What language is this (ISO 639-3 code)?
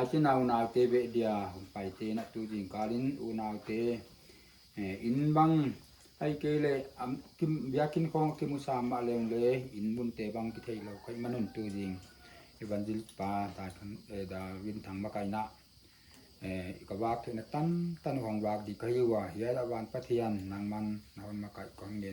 pck